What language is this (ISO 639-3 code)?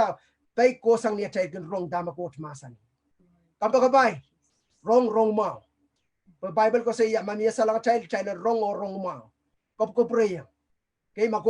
pon